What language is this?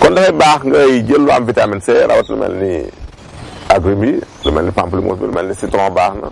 Wolof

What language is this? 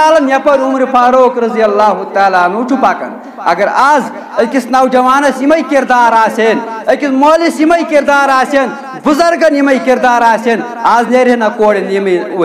Kashmiri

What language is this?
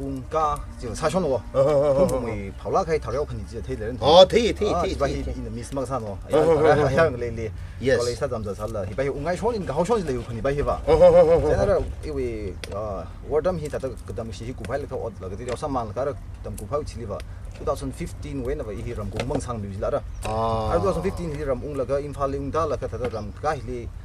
Tangkhul Naga (India)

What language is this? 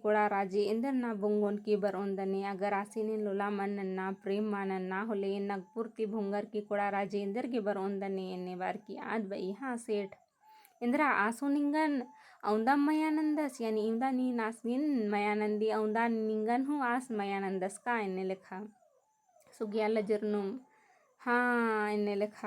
Kurukh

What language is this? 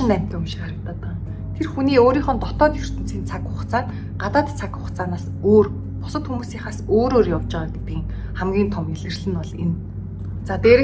Mongolian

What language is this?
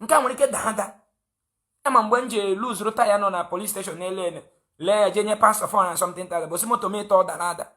Igbo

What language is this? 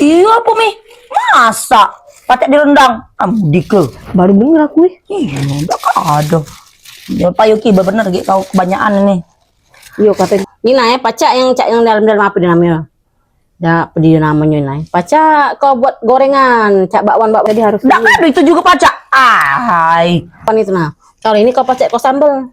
Musi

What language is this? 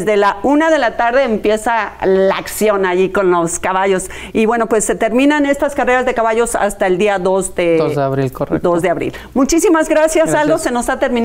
Spanish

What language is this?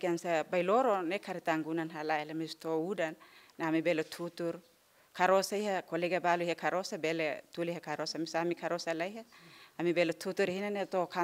Tetum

